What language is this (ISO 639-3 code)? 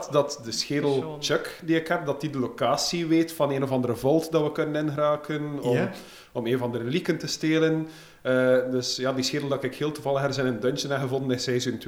nld